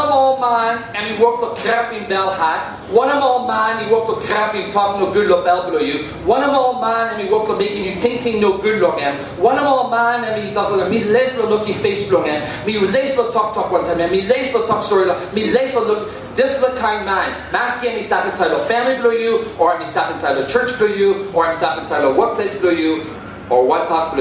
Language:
Tok Pisin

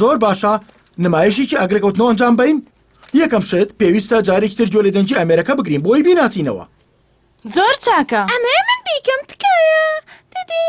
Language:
Central Kurdish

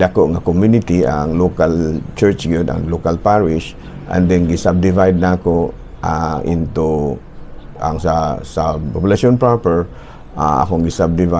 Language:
Cebuano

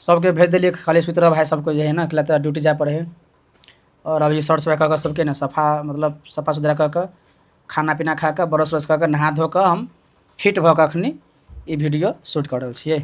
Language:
Maithili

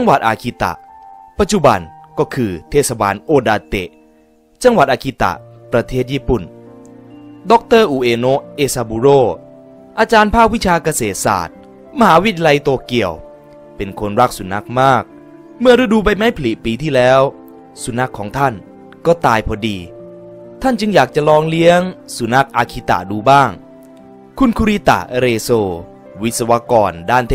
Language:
Thai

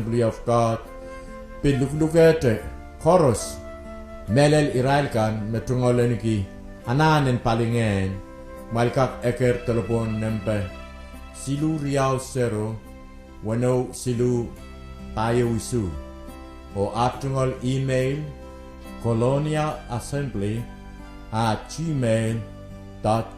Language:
Pohnpeian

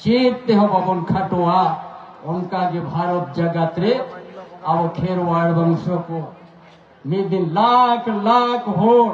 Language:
Santali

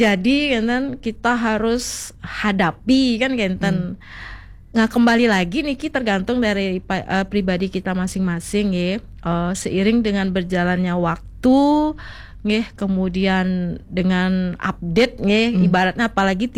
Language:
Balinese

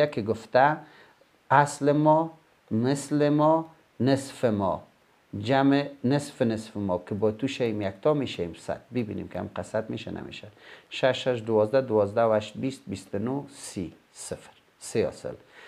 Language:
Persian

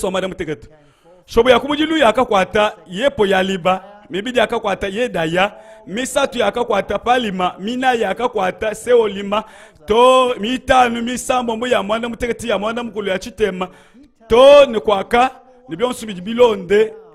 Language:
Luba-Lulua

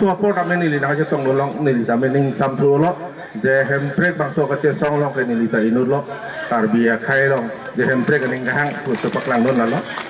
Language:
Karbi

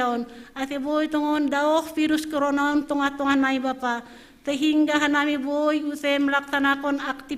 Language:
Batak Simalungun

